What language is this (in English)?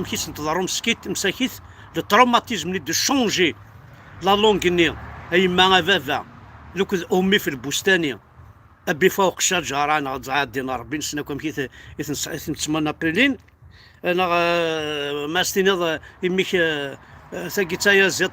Kabyle